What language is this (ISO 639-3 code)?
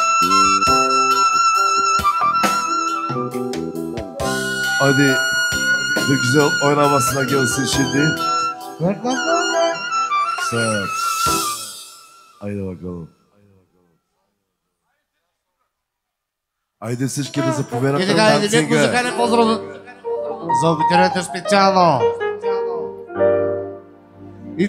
bul